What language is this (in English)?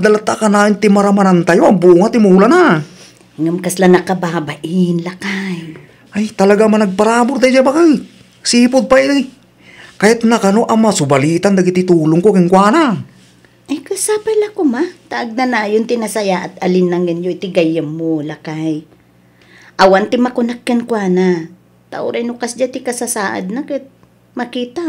Iloko